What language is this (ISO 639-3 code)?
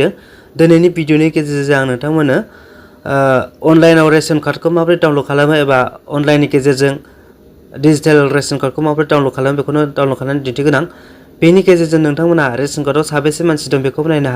brx